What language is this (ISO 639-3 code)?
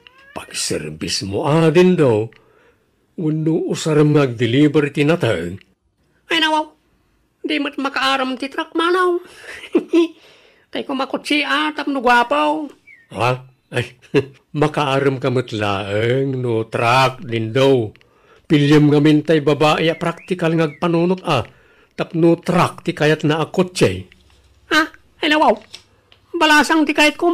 ilo